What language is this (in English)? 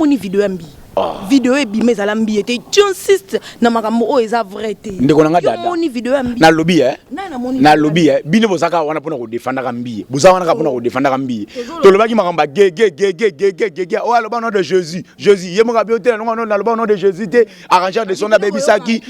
Lingala